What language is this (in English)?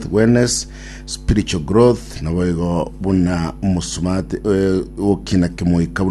Gusii